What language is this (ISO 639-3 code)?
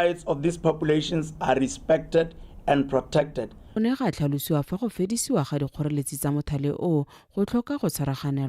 tsn